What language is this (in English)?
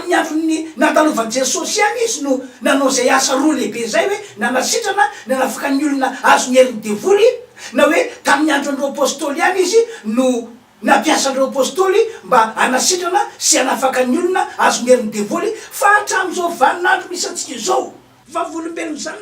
Malagasy